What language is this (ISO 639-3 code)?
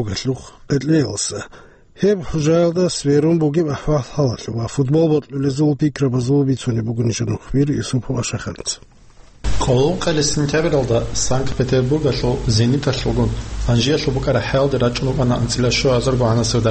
ava